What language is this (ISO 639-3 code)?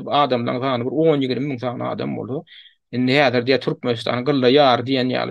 tuk